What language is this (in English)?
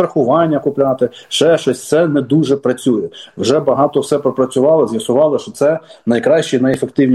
Ukrainian